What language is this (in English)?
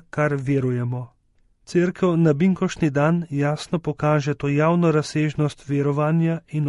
Slovenian